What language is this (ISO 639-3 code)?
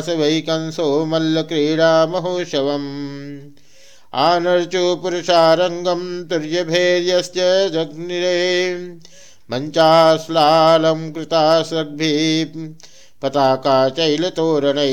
san